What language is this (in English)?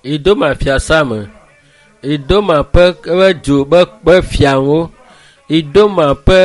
Ewe